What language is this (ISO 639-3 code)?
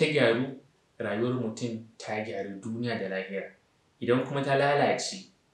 hau